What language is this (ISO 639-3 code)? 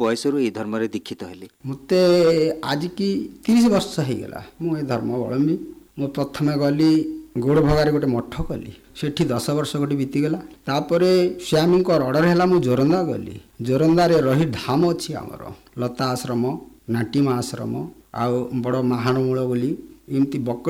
ori